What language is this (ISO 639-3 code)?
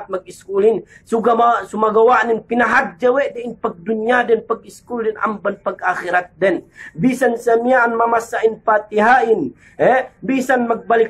yka